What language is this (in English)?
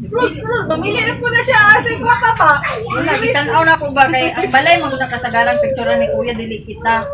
Cebuano